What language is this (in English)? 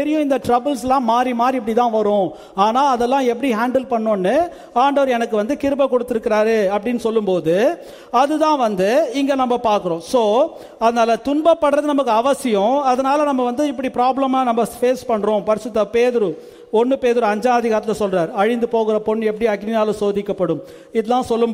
Tamil